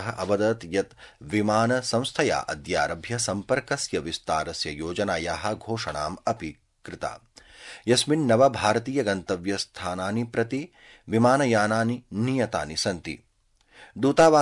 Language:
Sanskrit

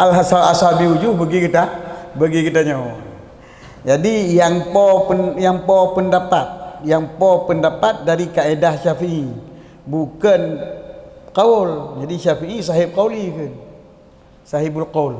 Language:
Achinese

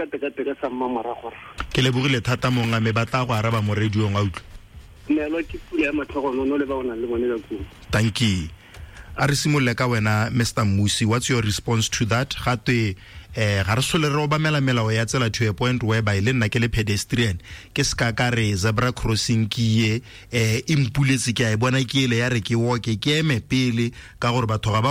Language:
Tswana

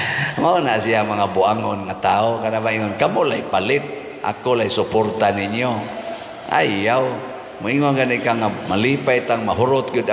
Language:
Cebuano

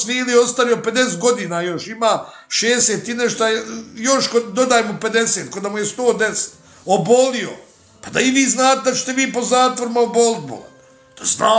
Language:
Bosnian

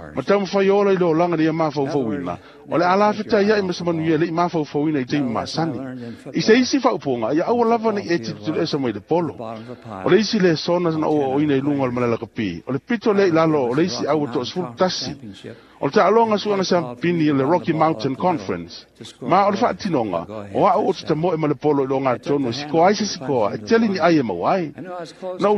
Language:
Samoan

